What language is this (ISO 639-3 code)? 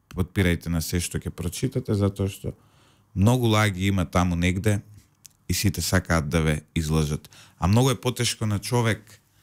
mkd